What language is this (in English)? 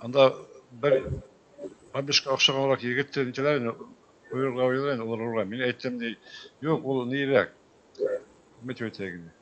Bashkir